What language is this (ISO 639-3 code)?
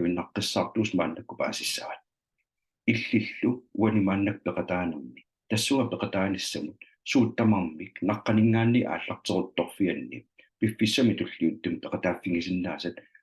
kal